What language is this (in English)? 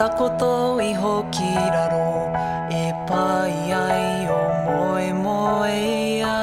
Māori